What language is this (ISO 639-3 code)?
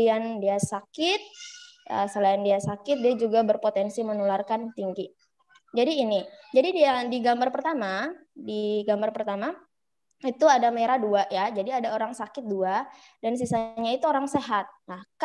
ind